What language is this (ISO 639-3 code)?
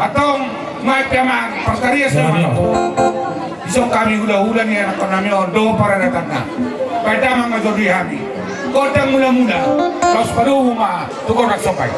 bbc